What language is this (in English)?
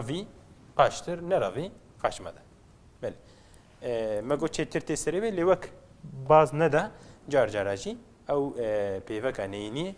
Kurdish